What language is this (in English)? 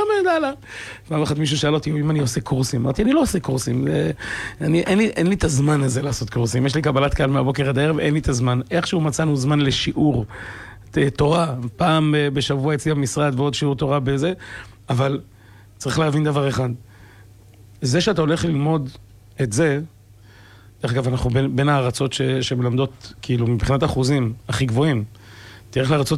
Hebrew